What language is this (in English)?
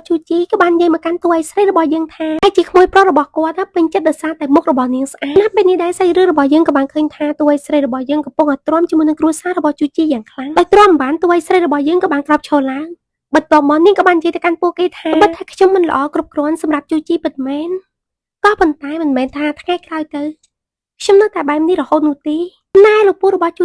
Khmer